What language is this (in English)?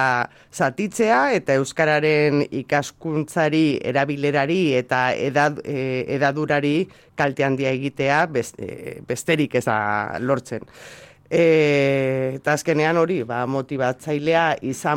Basque